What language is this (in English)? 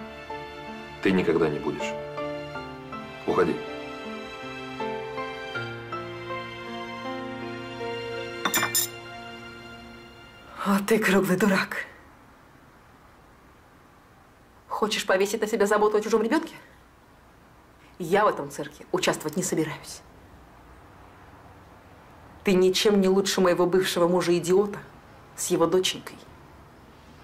Russian